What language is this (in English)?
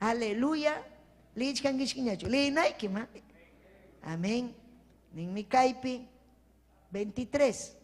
Ayacucho Quechua